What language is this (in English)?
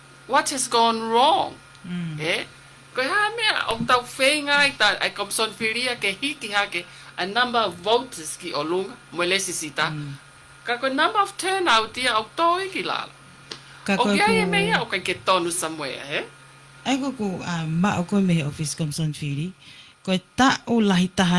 Tongan